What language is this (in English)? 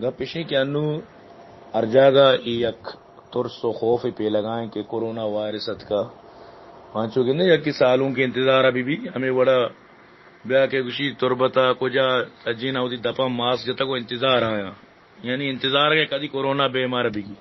Baluchi